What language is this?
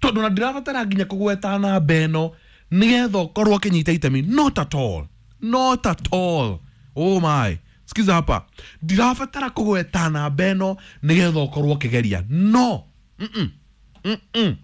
Kikuyu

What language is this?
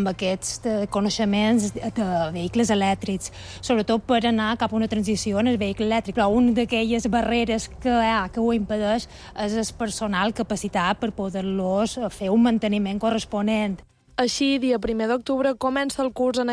Catalan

